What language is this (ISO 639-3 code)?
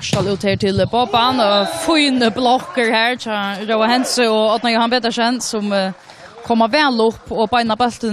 fao